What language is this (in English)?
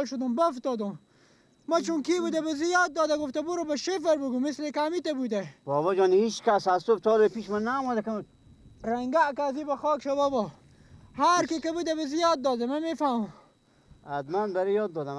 Persian